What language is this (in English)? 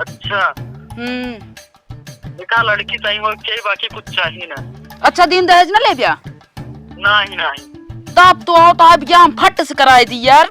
Awadhi